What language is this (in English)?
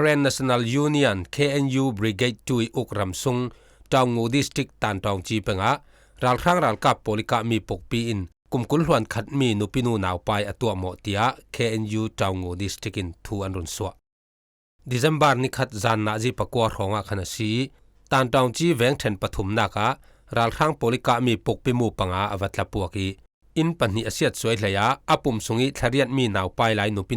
Falam Chin